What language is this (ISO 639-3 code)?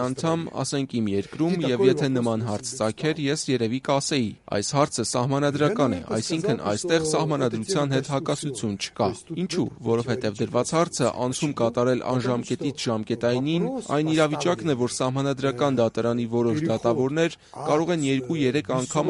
hye